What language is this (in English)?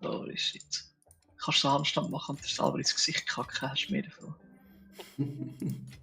Swiss German